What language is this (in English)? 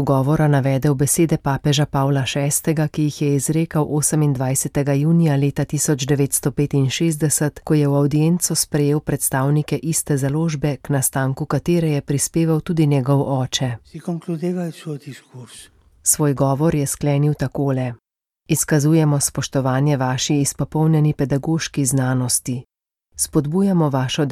Slovenian